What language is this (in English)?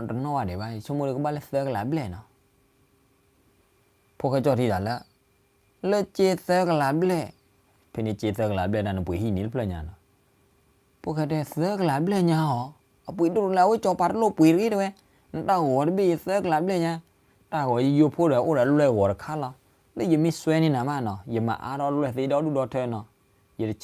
S'gaw Karen